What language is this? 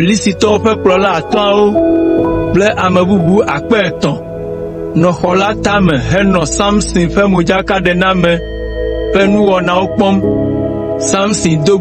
Ewe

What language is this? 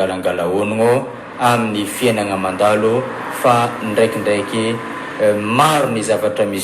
Malagasy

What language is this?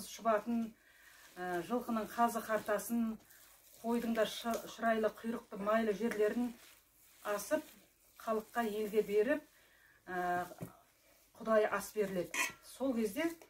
Kazakh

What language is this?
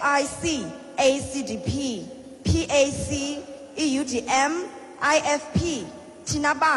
Xhosa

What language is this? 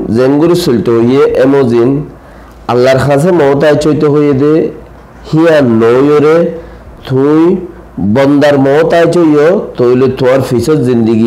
Rohingya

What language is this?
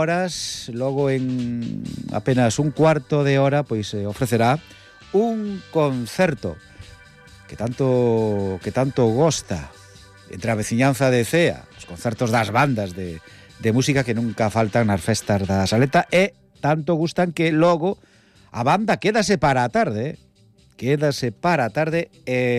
Galician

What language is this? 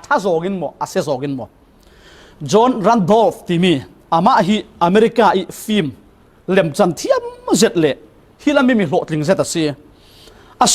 Falam Chin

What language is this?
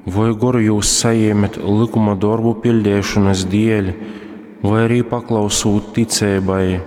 Latgalian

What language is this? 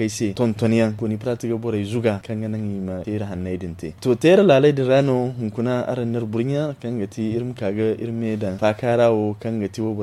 Zarma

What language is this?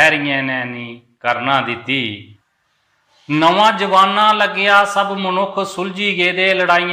Dogri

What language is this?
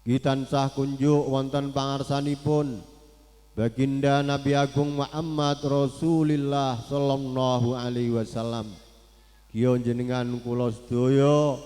Javanese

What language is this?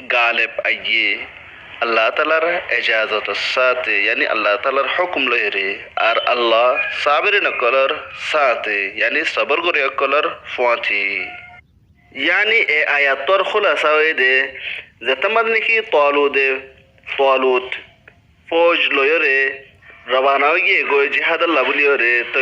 Rohingya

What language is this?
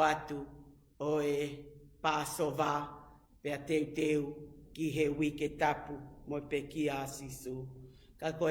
Tongan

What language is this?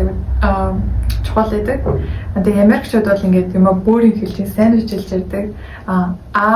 Mongolian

